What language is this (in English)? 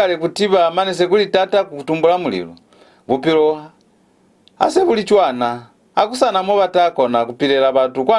Lozi